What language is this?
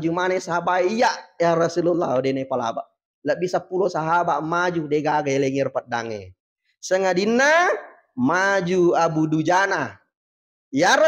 Buginese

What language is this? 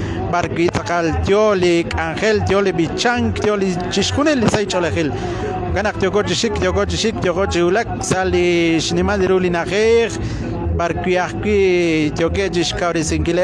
Kekchí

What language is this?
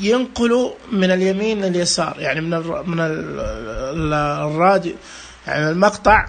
Najdi Arabic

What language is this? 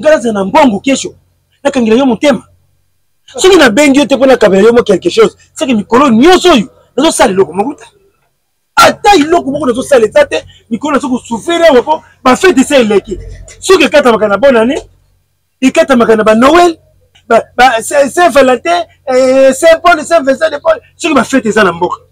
Lingala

